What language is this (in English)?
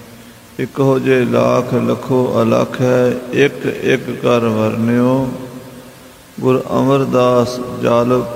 Punjabi